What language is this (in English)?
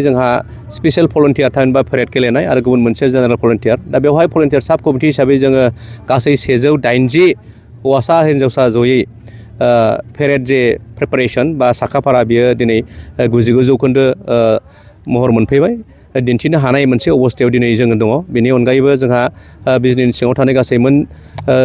Bodo